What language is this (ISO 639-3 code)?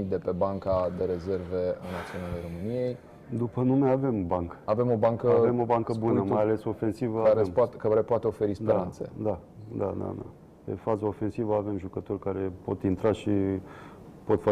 ron